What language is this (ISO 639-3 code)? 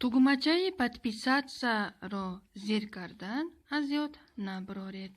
tgk